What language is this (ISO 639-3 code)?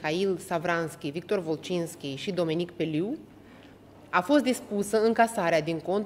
ron